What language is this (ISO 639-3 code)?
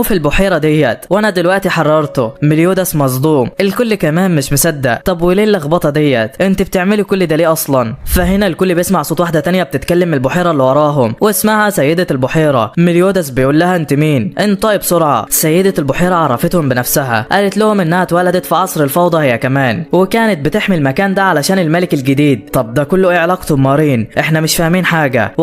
arz